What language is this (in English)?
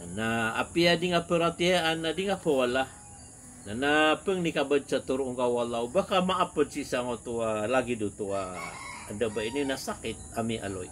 Maranao